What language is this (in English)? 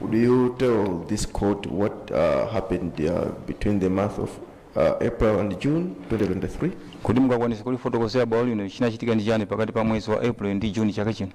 Nyanja